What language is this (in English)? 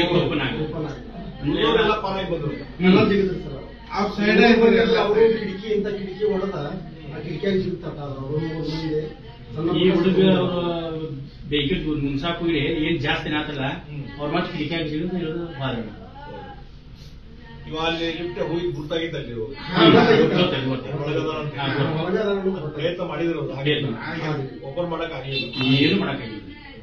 Kannada